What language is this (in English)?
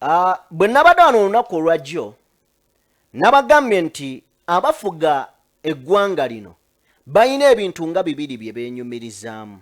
Ganda